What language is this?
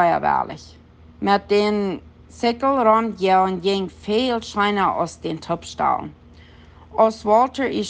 Plautdietsch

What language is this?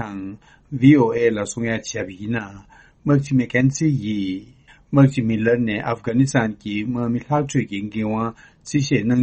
Tibetan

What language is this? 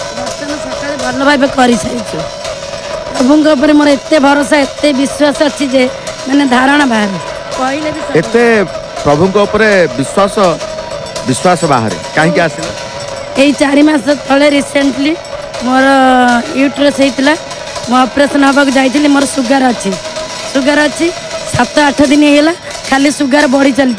Odia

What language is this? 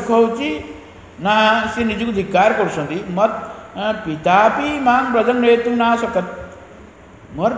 Odia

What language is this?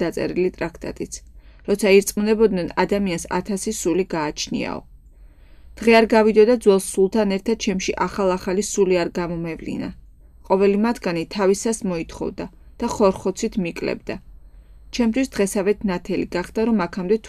Georgian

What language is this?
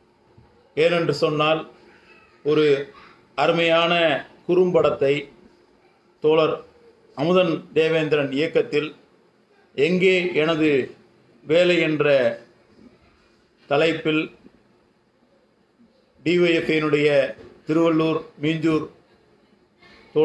Tamil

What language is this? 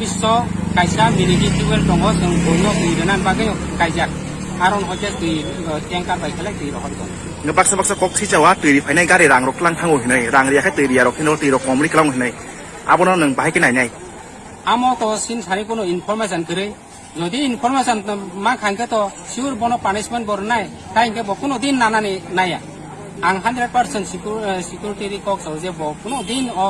Kok Borok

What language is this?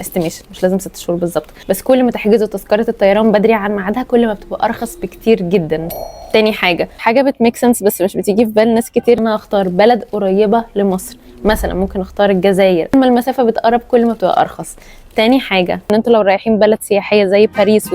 Egyptian Arabic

